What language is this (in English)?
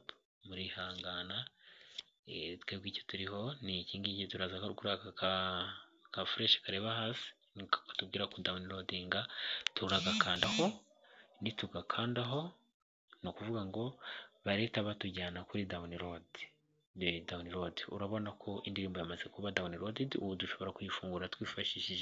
Kinyarwanda